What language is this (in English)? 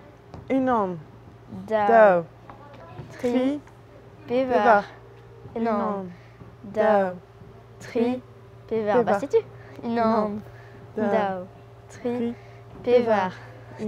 Breton